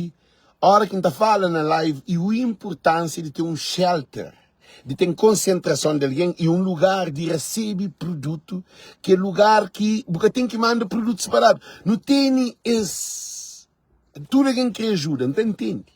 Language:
Kabuverdianu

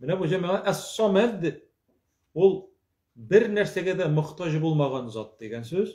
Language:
Tatar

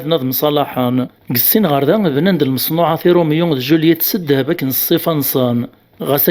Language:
Kabyle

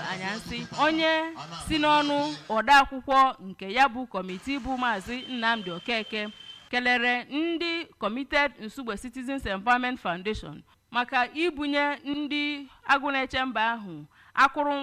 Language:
Igbo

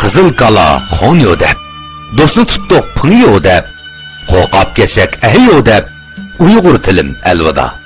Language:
Uyghur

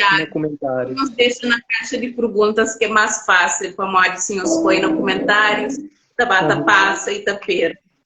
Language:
Kabuverdianu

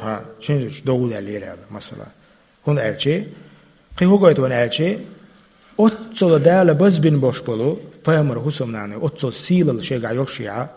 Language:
Chechen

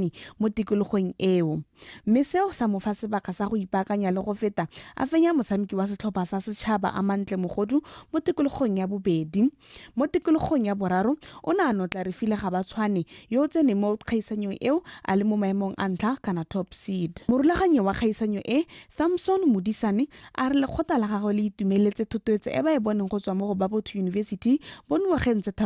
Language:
Tswana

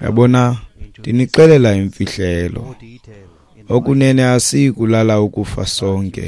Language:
Xhosa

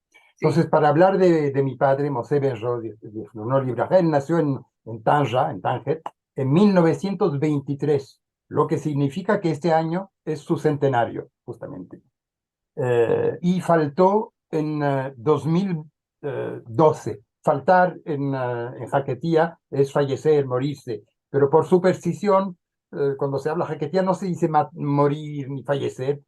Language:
Ladino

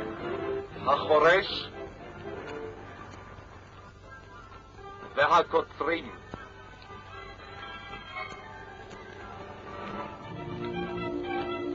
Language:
Hebrew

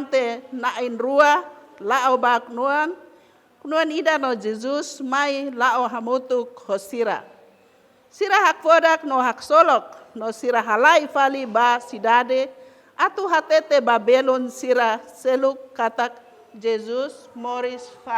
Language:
Tetum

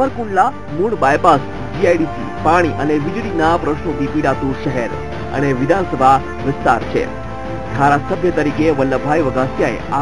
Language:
Gujarati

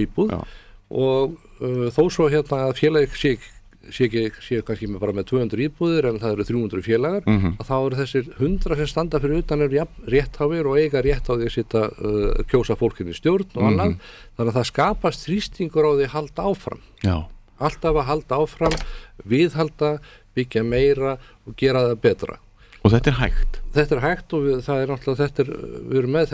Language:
Icelandic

